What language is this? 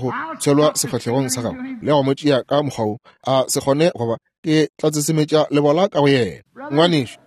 Northern Sotho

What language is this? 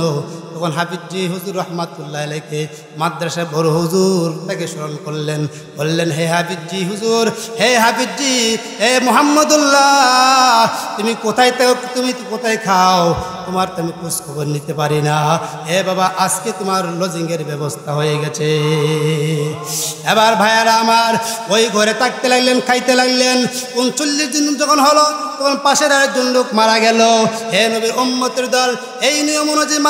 Bangla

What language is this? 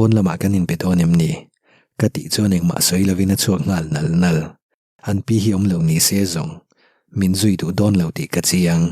Mizo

